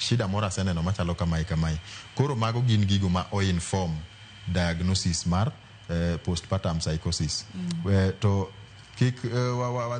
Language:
Luo (Kenya and Tanzania)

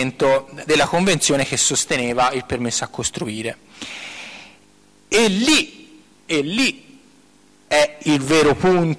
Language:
Italian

